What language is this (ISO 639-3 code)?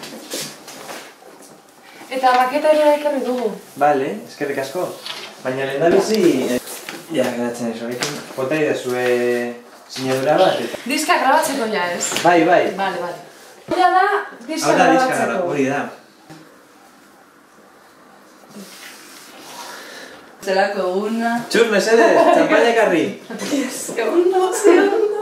eus